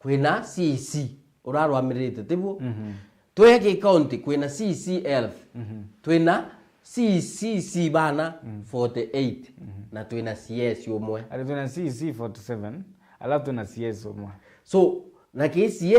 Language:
Meru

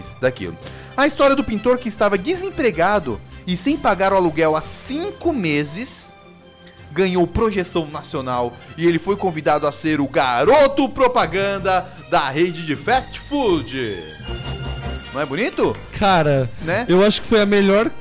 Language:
Portuguese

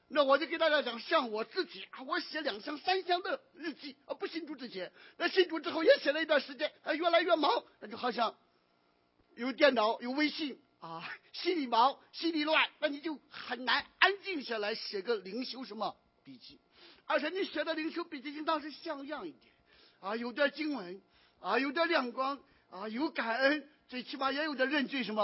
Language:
Chinese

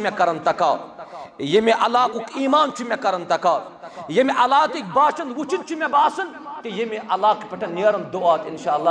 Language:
Kashmiri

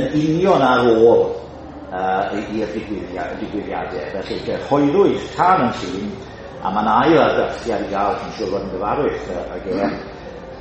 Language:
Welsh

